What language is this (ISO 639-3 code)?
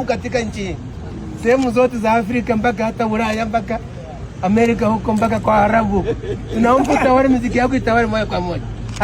swa